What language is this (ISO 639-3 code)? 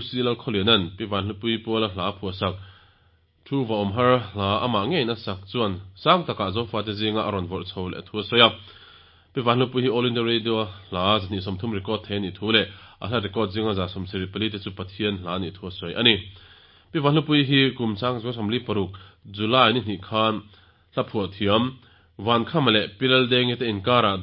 lus